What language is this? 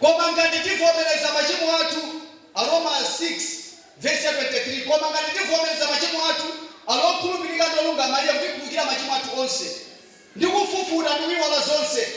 Nyanja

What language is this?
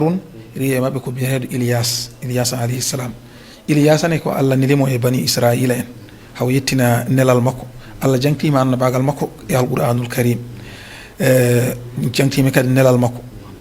Fula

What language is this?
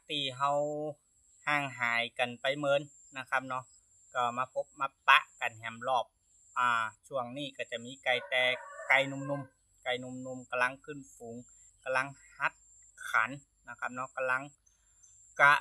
Northern Thai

